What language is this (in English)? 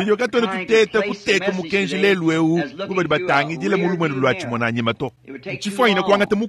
Luba-Lulua